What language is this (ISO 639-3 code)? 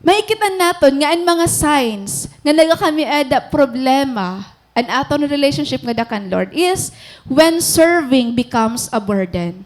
war